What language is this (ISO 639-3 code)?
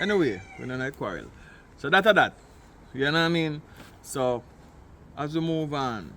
jam